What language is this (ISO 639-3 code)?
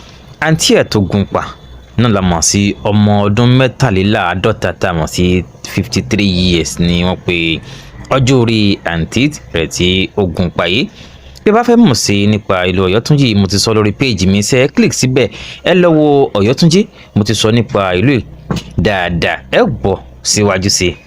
yor